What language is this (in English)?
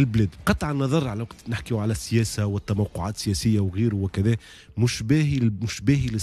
Tunisian Arabic